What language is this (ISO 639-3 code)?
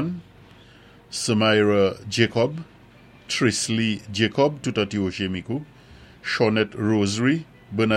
acf